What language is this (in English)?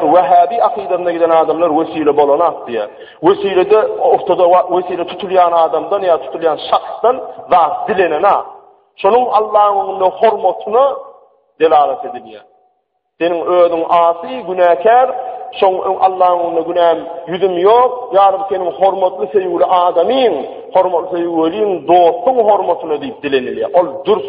Turkmen